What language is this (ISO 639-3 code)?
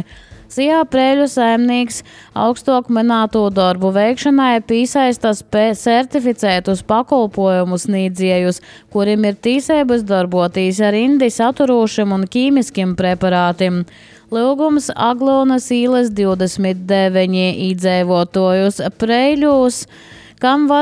lav